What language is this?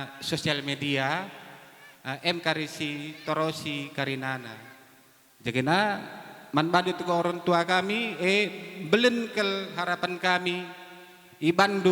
Batak Karo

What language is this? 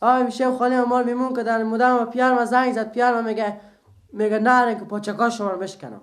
Persian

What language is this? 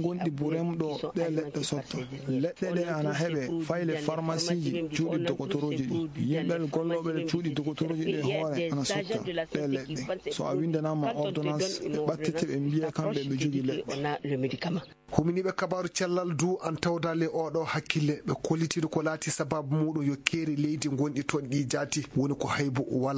Fula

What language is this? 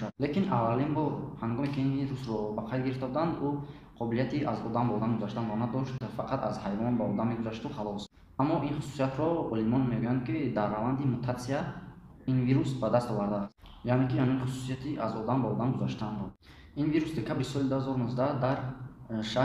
Tajik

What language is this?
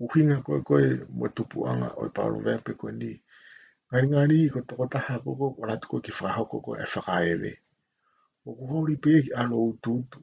Tongan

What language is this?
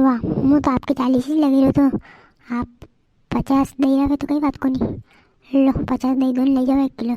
Rajasthani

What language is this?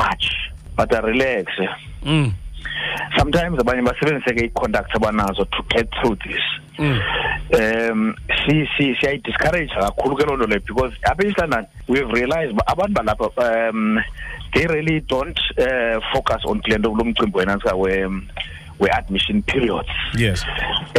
Xhosa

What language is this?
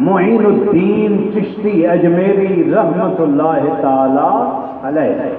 Saraiki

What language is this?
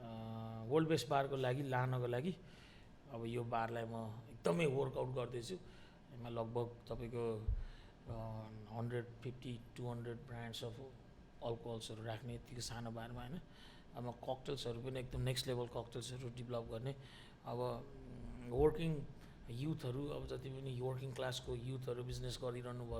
Nepali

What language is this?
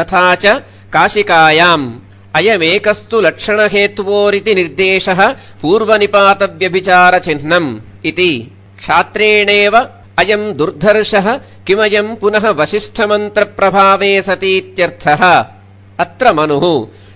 Sanskrit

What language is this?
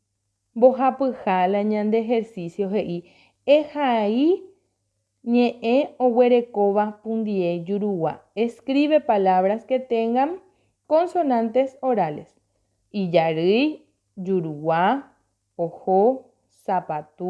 Guarani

